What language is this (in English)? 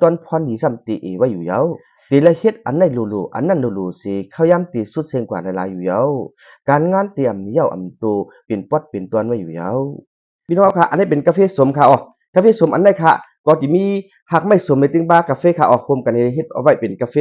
Shan